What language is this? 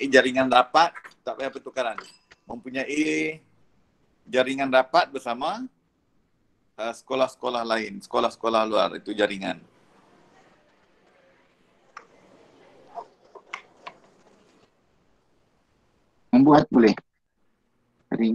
Malay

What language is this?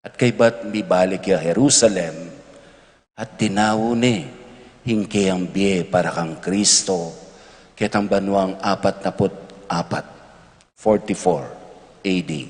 Pampanga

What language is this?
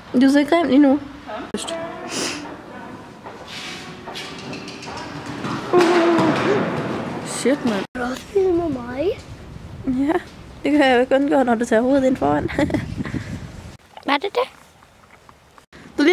Danish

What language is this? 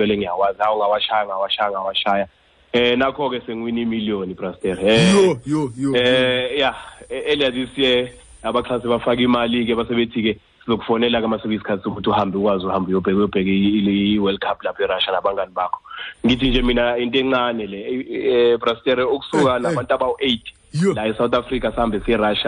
Zulu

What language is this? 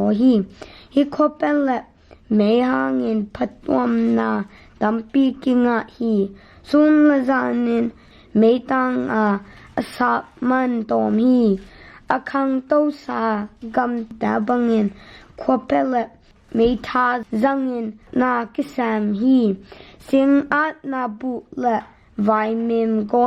Tedim Chin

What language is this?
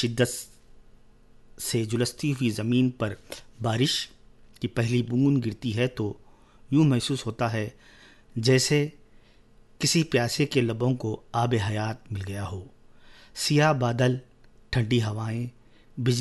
Urdu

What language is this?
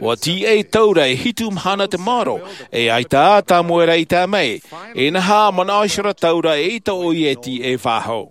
Tahitian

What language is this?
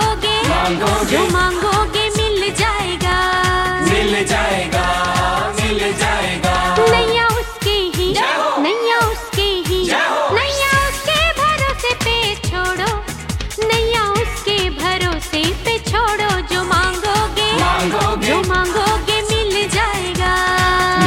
Hindi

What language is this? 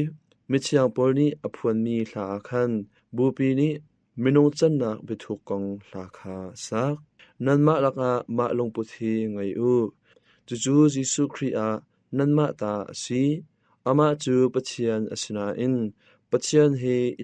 Hakha Chin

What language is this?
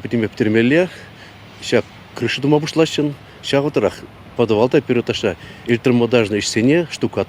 Chuvash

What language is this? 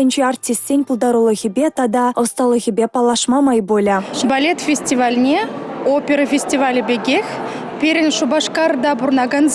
Chuvash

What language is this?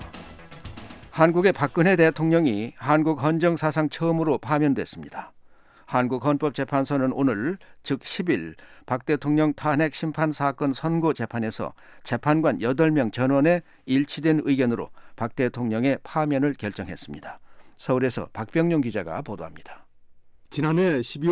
Korean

